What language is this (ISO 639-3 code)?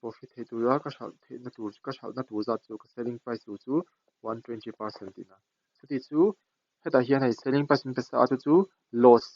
lus